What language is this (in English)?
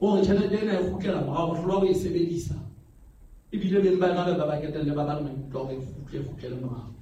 Southern Sotho